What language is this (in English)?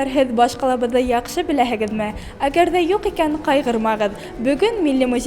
Bashkir